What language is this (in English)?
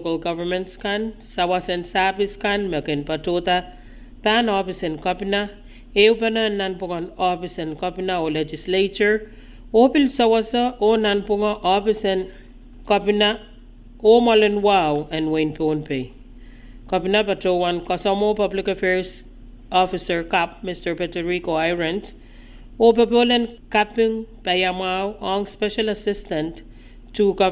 Pohnpeian